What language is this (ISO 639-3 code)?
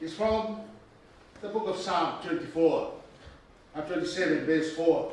ton